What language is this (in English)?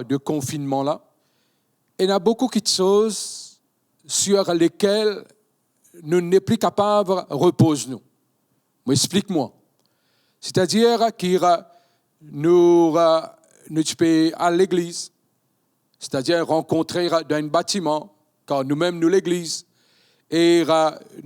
Morisyen